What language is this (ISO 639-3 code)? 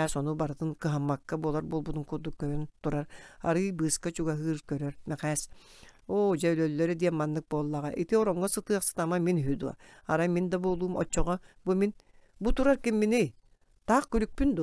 sah